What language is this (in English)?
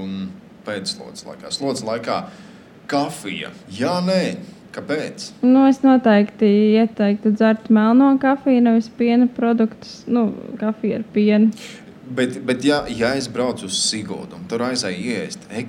Latvian